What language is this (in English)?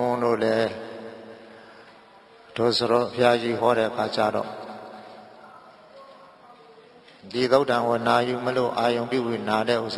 Burmese